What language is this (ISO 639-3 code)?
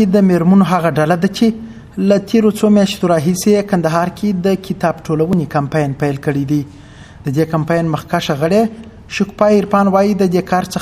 pus